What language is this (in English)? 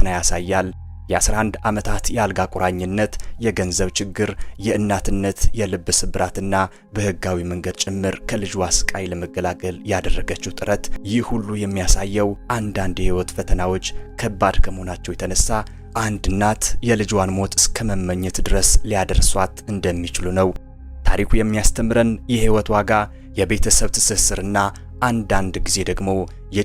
Amharic